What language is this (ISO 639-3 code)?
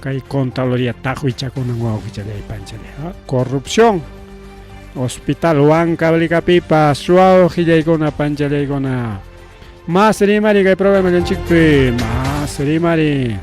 quy